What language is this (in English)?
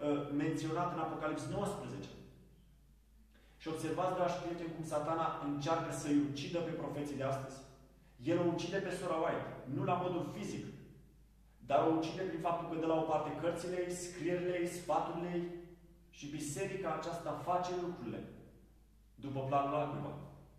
Romanian